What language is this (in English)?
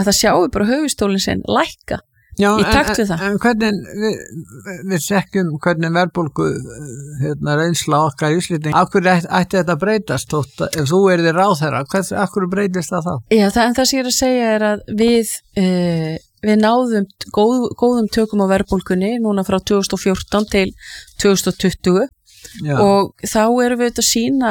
Icelandic